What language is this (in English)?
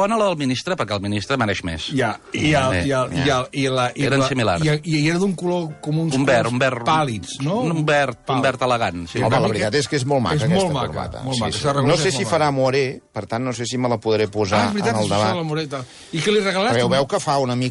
Catalan